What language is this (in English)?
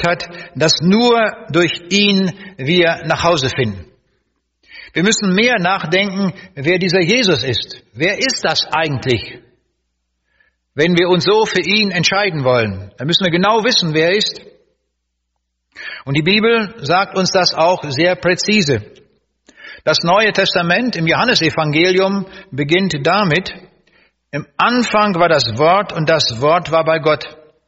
German